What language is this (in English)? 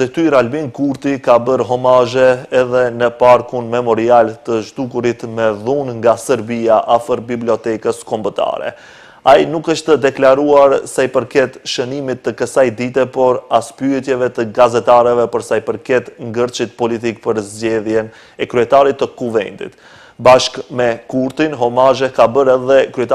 Albanian